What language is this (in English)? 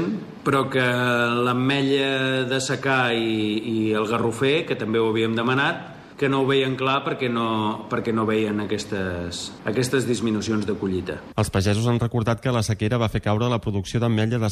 Catalan